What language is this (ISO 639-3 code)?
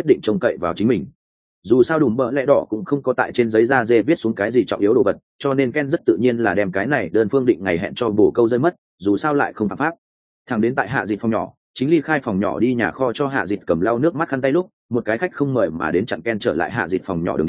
vie